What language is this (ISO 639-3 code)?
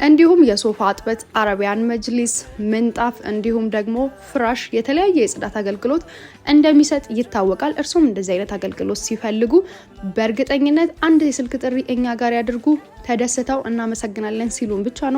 amh